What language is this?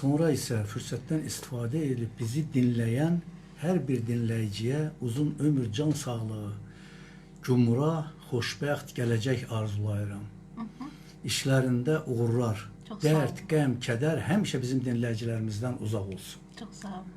Azerbaijani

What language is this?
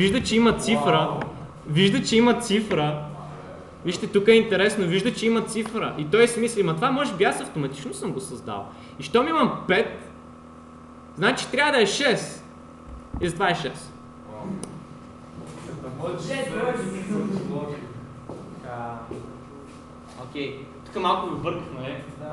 Bulgarian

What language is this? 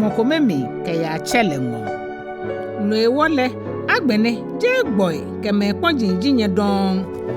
Ga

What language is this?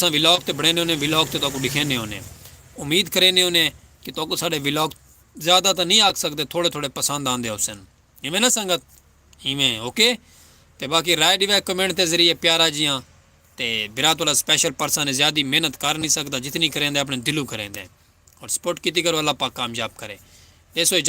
Saraiki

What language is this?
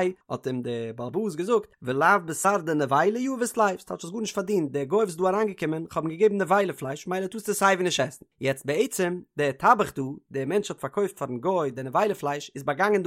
Yiddish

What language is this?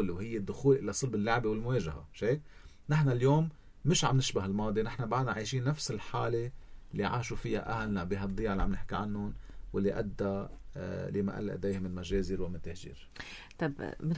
North Levantine Arabic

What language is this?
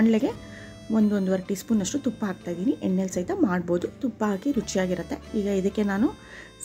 Kannada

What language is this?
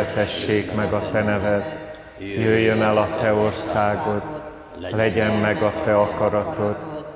Hungarian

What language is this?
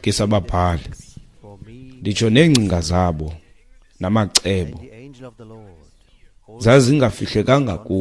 Xhosa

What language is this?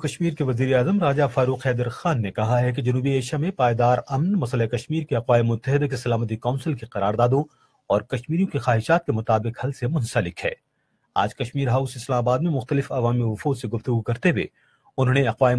Urdu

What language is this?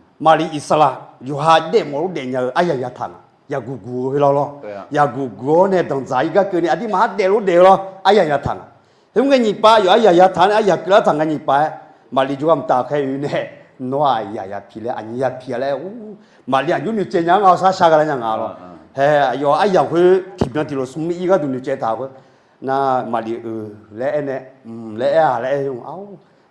Akha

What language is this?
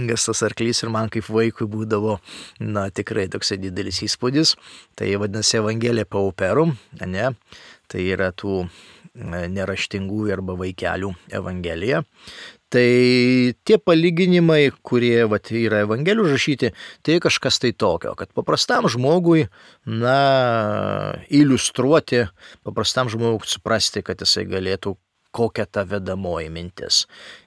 Lithuanian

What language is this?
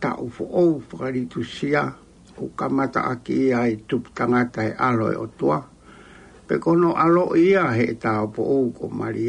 Tongan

